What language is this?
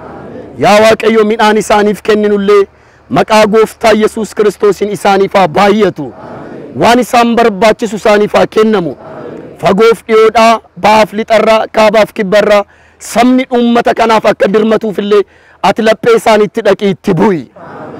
Oromo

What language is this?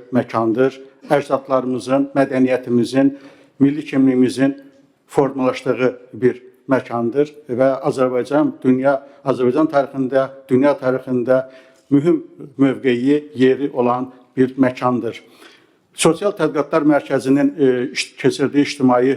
Azerbaijani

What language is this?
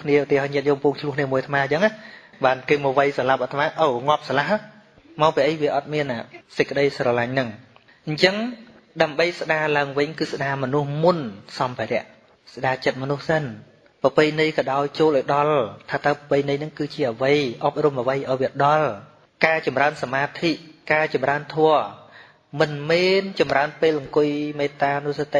Khmer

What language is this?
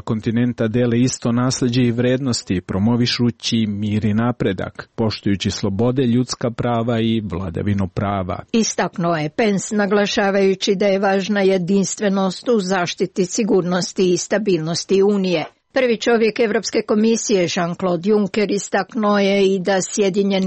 Serbian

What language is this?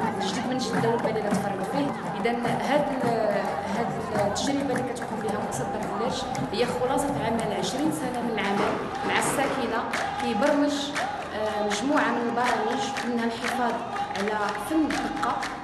Moroccan Arabic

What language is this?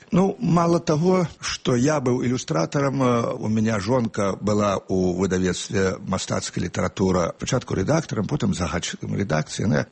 Belarusian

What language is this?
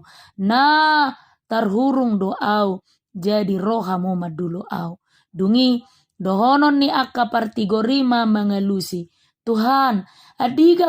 Batak Toba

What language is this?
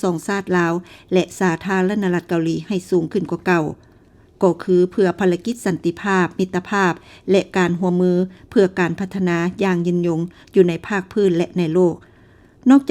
Lao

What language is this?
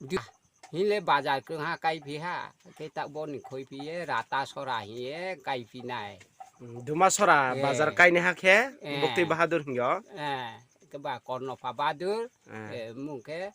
Riang (India)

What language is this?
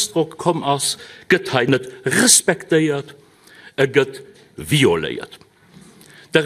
Luxembourgish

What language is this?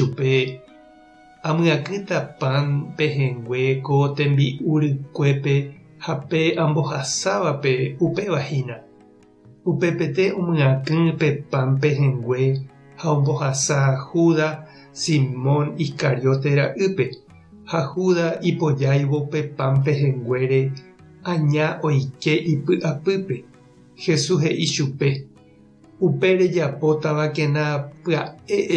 Guarani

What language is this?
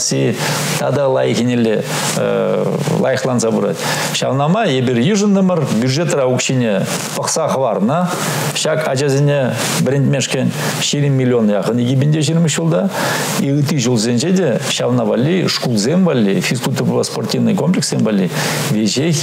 Chuvash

